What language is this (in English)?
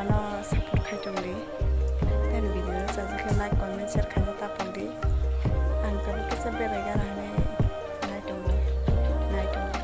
Kok Borok